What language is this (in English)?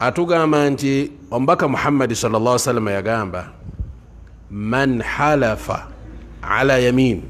Ganda